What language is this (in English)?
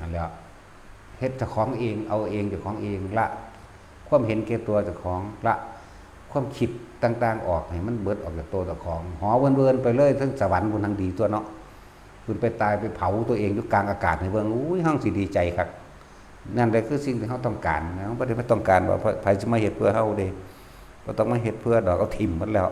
Northeastern Thai